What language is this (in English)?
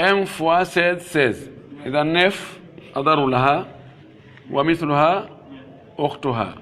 Pular